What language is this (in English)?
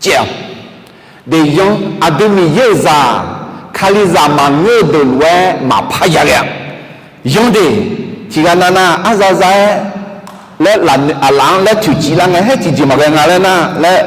Akha